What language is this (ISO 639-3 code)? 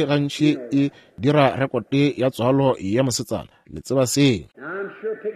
nso